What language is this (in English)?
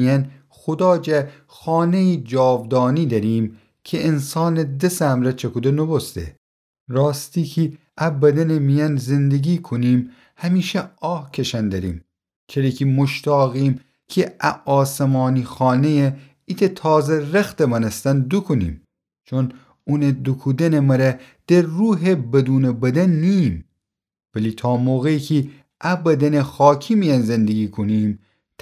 Gilaki